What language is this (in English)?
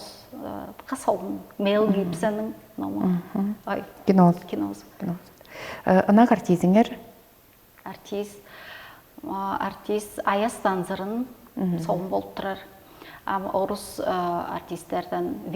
Tuvinian